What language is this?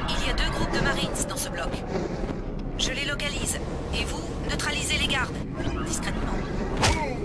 French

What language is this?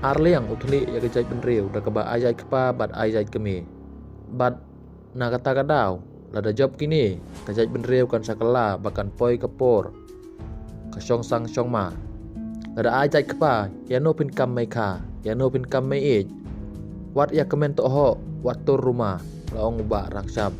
Khasi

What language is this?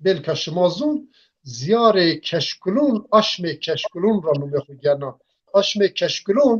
Zaza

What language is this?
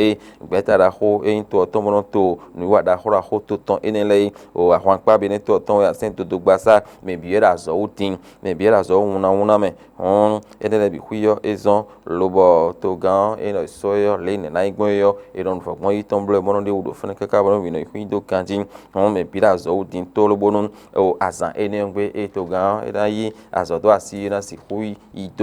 Fon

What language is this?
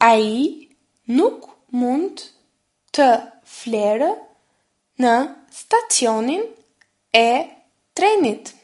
Albanian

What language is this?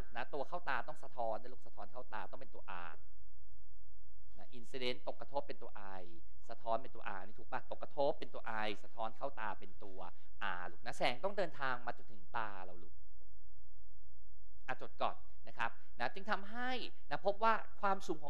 Thai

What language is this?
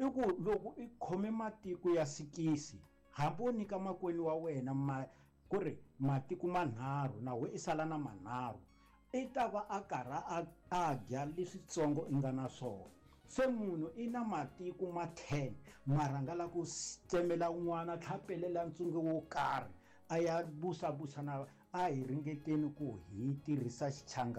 Tsonga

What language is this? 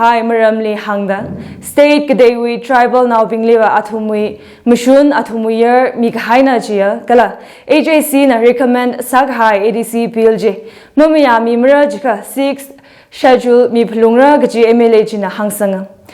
Tangkhul Naga (India)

